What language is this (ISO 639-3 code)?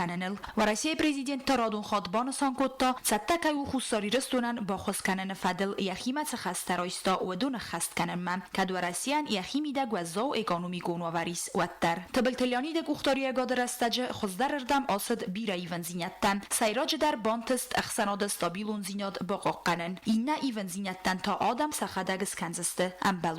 oss